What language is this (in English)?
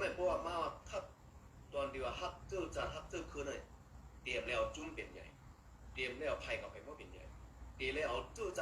Shan